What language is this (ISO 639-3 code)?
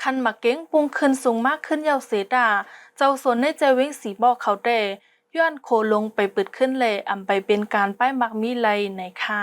shn